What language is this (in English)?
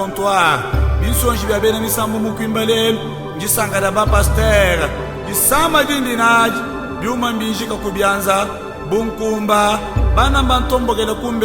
Luba-Lulua